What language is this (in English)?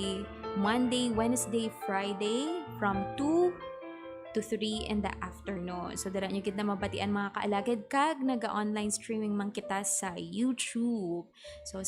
Hiligaynon